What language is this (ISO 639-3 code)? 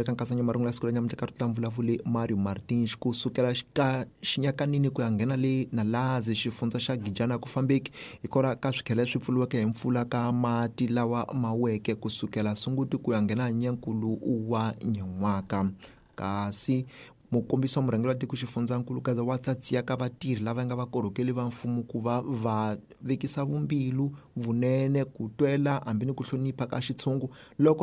tso